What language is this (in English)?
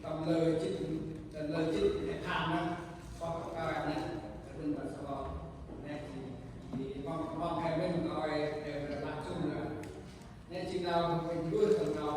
Central Mnong